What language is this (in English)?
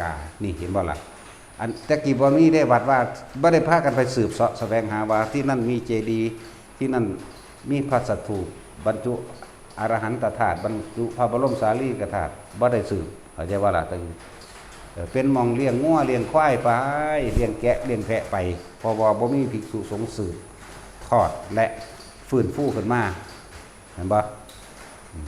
Northeastern Thai